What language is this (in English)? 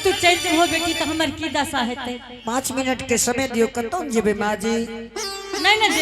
Angika